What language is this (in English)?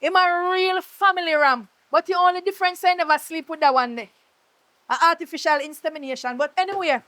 Jamaican Creole English